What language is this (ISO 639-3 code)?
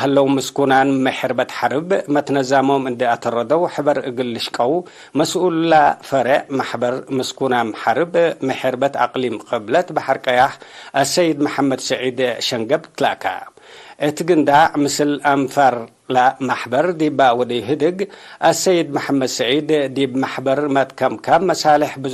tig